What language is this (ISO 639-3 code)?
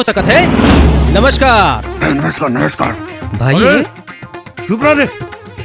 hne